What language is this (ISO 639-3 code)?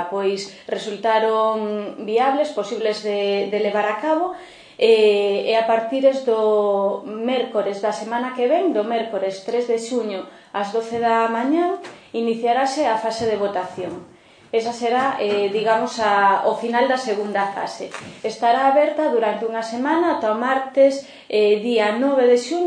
glg